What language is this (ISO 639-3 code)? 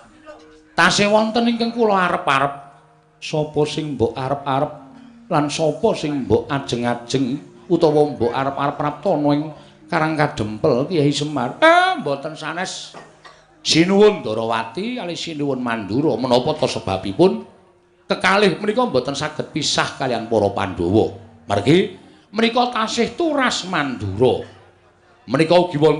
jav